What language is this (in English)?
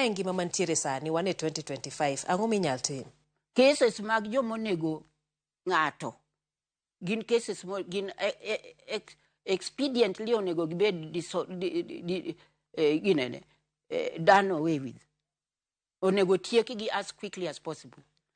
Luo (Kenya and Tanzania)